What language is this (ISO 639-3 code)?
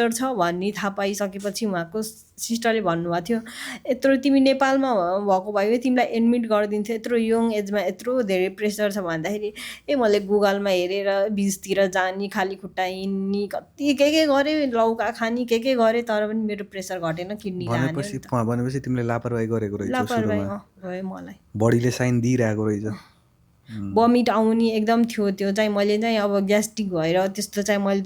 nep